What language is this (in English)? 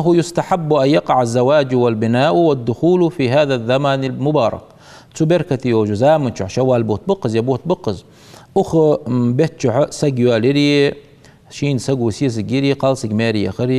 Ingush